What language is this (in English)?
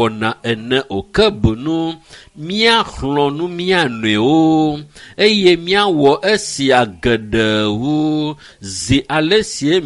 Ewe